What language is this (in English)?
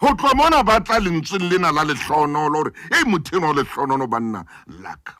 Southern Sotho